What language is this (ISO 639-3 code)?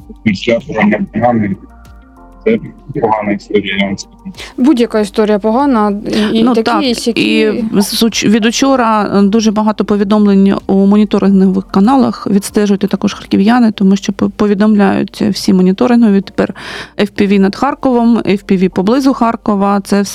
ukr